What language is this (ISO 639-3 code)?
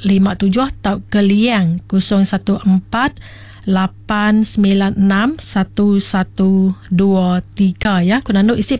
iba